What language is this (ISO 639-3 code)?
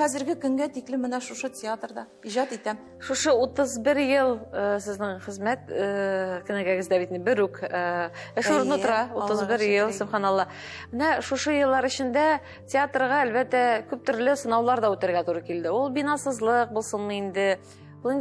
tat